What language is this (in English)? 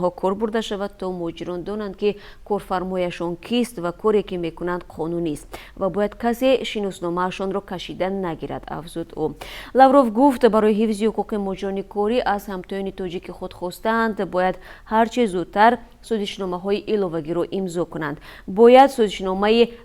Tajik